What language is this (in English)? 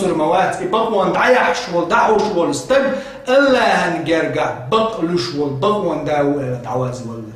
Chechen